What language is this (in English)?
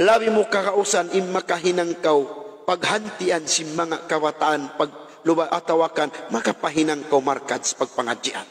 Tausug